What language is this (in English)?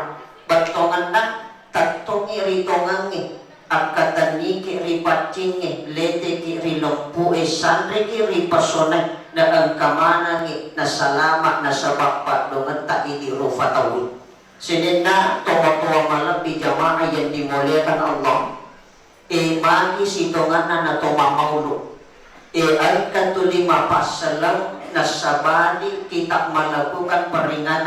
Buginese